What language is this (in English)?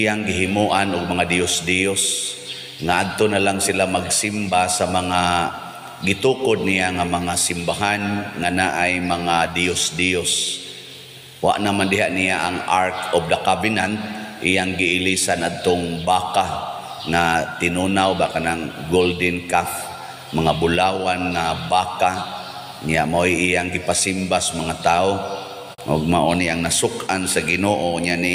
Cebuano